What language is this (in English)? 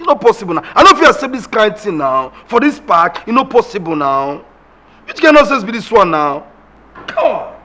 Nigerian Pidgin